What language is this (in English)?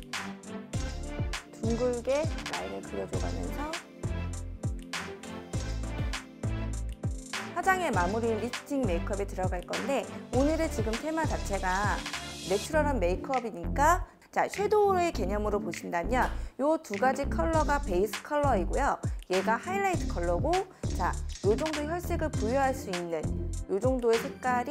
Korean